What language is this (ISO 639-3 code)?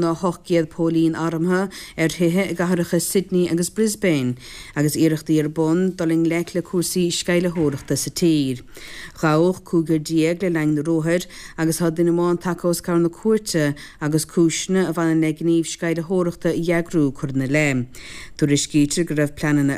gle